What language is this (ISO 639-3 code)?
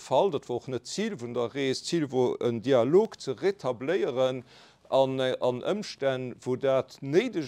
ltz